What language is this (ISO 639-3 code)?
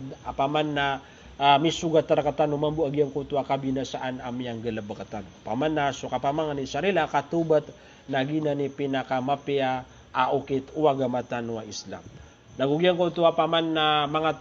mrw